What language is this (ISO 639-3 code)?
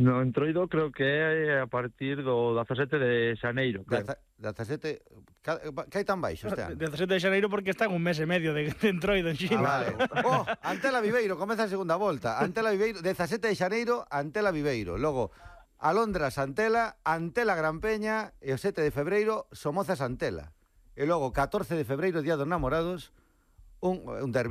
glg